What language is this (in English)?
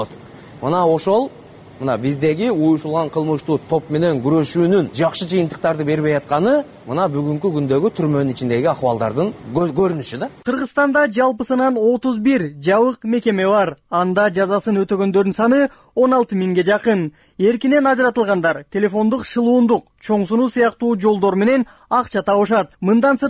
Kyrgyz